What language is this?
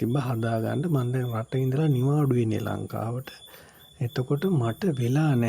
Sinhala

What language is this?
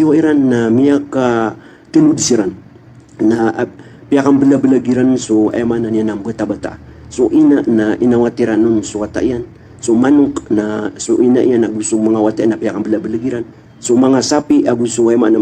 Maranao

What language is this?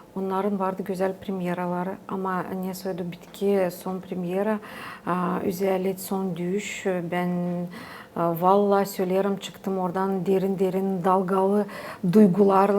Gagauz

